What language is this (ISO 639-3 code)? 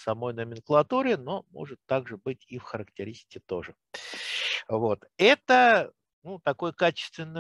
rus